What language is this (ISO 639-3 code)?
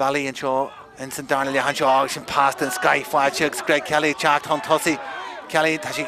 gle